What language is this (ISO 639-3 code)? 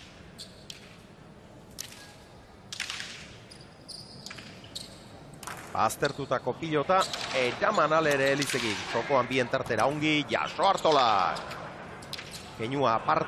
eus